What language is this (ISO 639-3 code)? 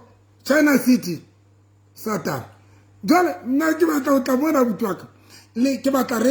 sot